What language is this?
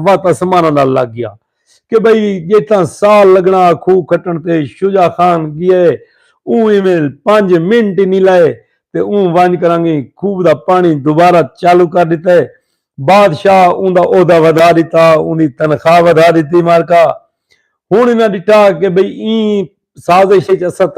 Saraiki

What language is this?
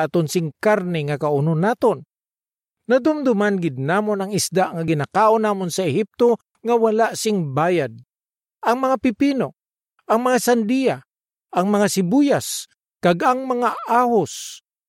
Hiligaynon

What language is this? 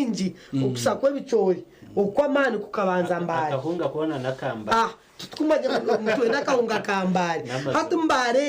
Nyankole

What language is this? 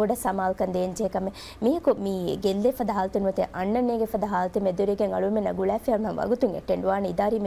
Divehi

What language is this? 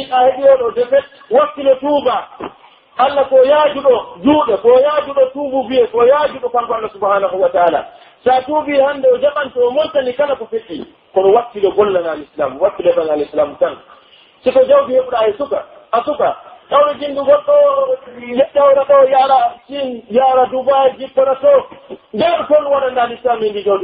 Pular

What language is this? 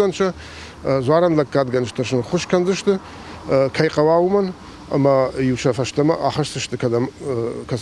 Ossetic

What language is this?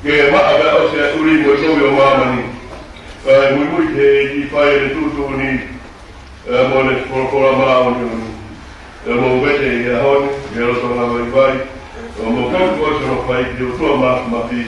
Tongan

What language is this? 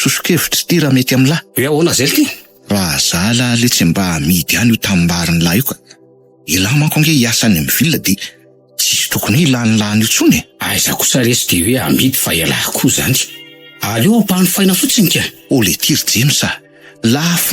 Malagasy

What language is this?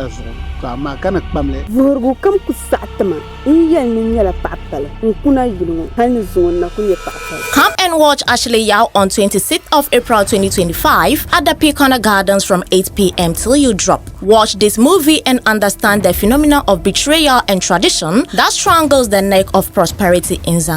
Dagbani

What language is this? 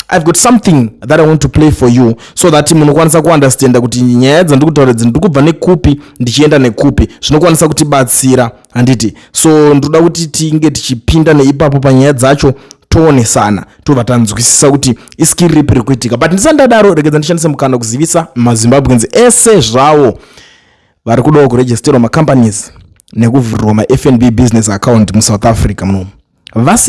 Shona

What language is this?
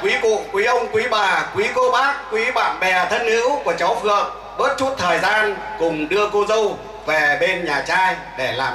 Vietnamese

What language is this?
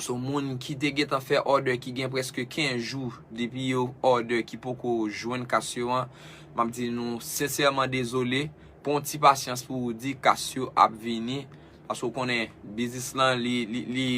Haitian Creole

